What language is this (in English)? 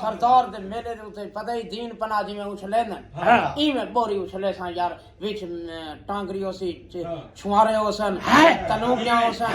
Saraiki